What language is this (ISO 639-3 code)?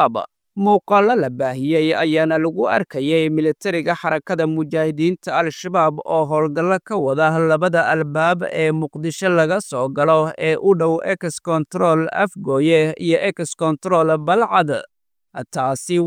som